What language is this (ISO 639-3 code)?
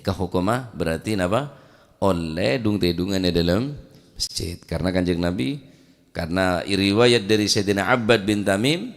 mad